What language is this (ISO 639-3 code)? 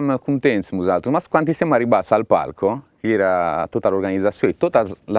srd